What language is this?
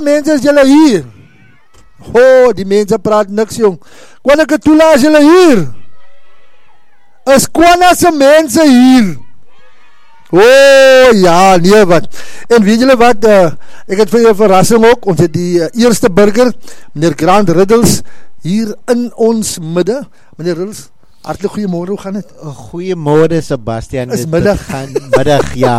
Afrikaans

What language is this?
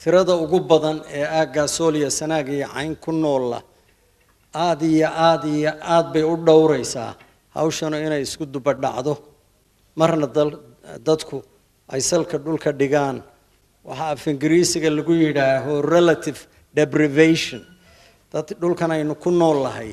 Somali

